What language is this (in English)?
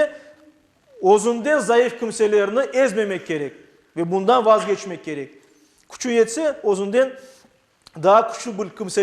Crimean Tatar